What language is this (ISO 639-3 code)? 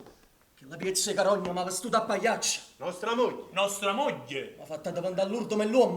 nap